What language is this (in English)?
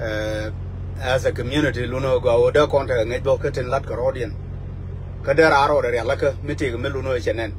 Nuer